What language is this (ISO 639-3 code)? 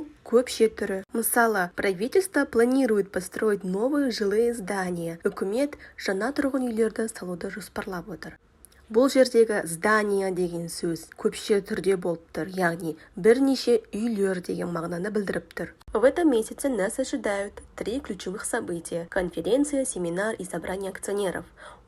kaz